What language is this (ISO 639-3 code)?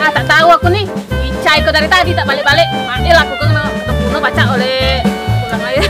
mui